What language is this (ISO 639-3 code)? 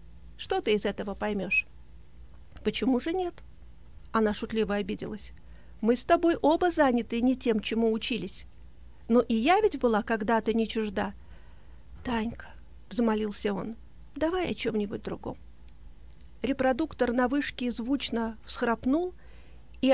rus